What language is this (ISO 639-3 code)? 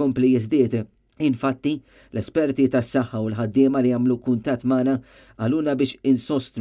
mlt